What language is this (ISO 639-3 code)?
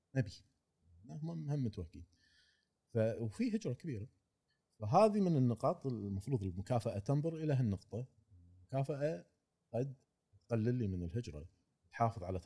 afb